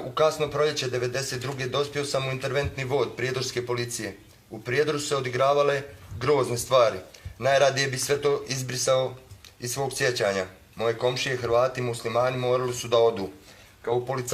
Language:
Bosnian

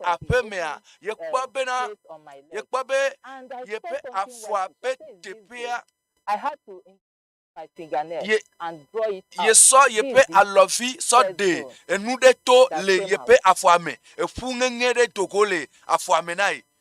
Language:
Ewe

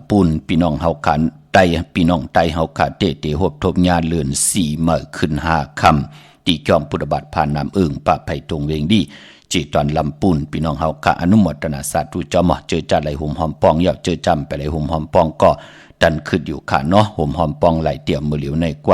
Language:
Shan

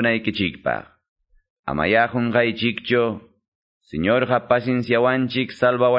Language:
Quechua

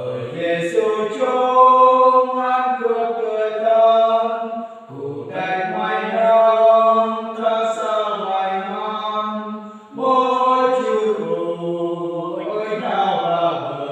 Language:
Central Mnong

